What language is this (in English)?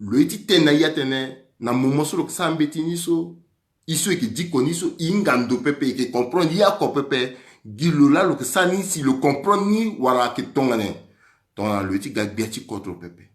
Sango